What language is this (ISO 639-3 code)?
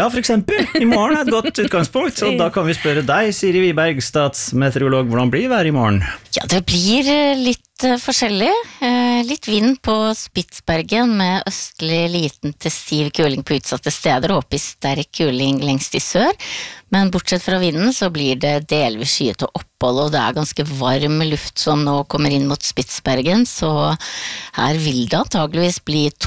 nor